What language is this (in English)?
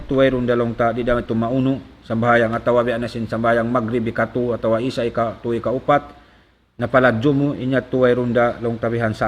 Tausug